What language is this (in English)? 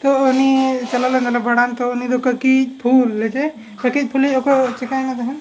Santali